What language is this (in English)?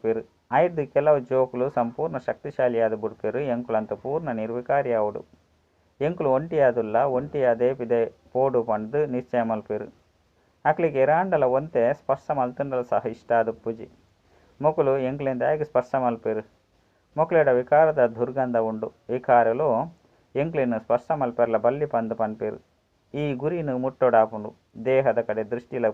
Tulu